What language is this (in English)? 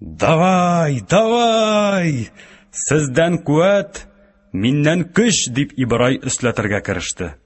Tatar